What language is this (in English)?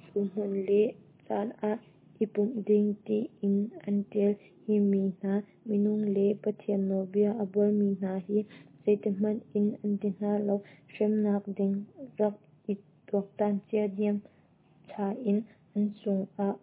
Hakha Chin